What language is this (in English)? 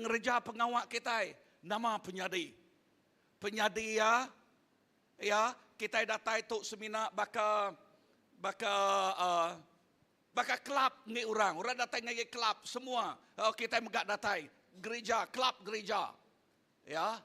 Iban